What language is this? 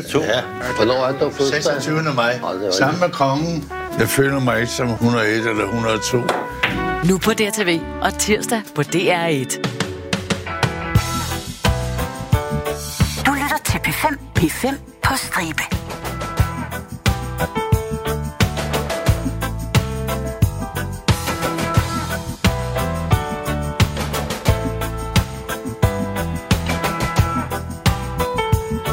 Danish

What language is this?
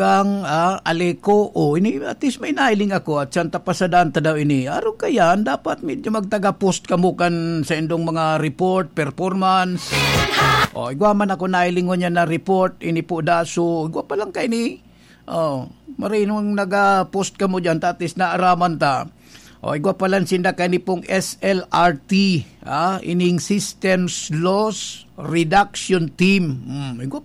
Bikol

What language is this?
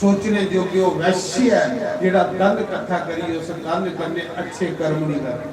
Dogri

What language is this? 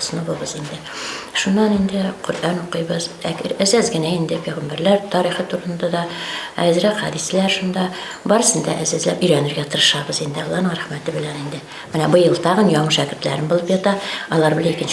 Bashkir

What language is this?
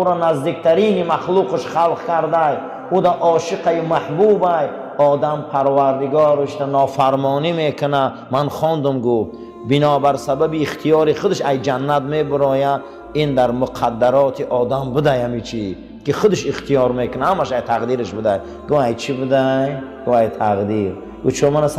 Tajik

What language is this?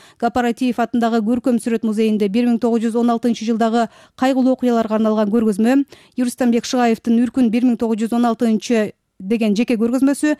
Kyrgyz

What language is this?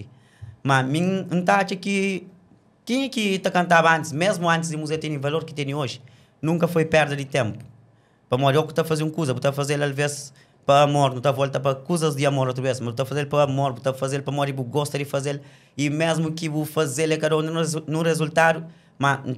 Kabuverdianu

